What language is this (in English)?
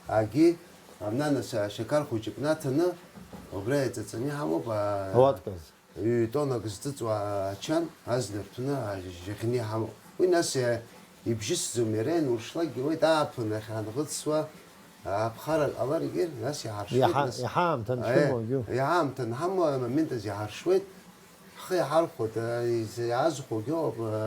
Abkhazian